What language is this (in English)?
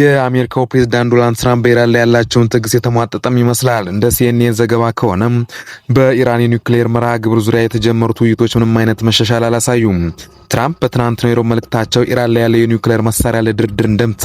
Amharic